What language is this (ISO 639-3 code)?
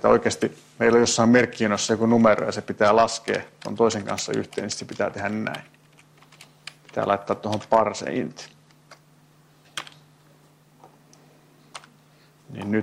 fin